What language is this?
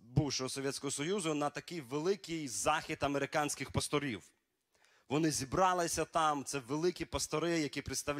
Ukrainian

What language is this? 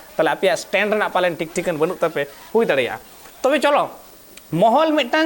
Santali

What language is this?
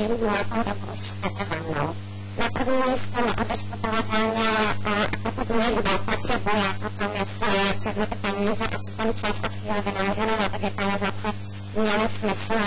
Czech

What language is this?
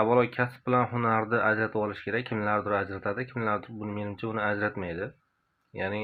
Uzbek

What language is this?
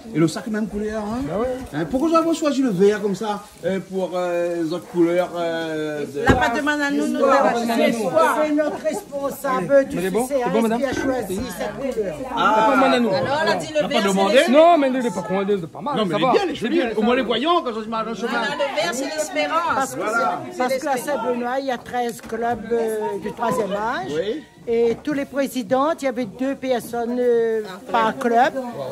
Réunion Creole French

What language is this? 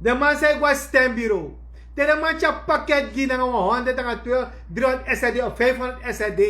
Sranan Tongo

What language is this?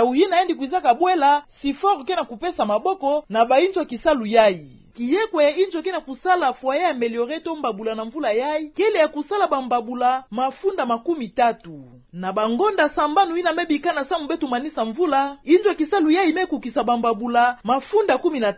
Kituba (Democratic Republic of Congo)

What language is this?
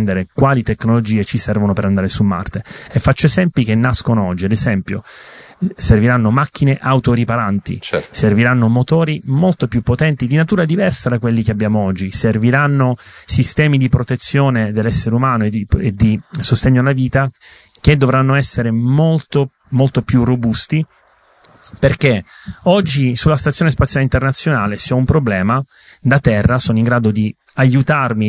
Italian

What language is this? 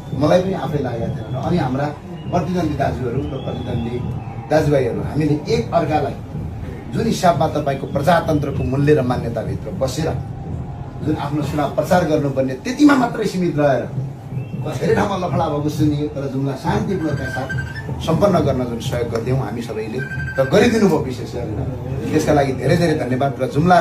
Nepali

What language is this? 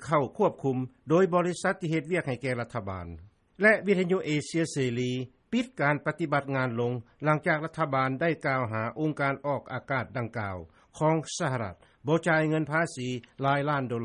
Lao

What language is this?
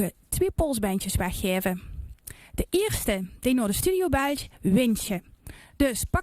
Limburgish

